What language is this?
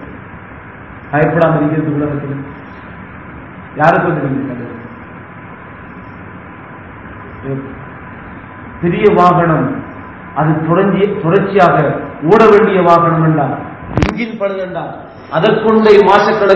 Tamil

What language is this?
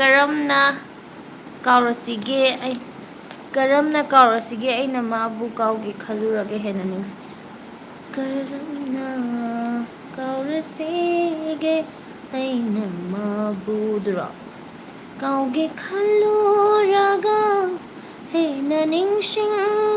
Manipuri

